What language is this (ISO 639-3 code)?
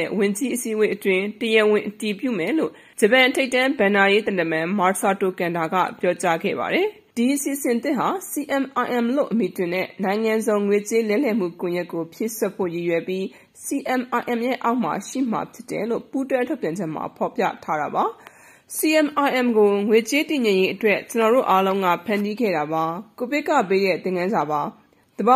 mya